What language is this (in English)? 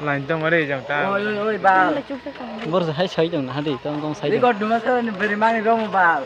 Kok Borok